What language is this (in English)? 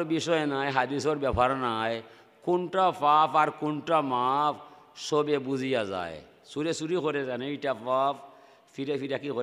Sylheti